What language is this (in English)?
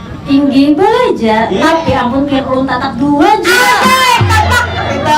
Banjar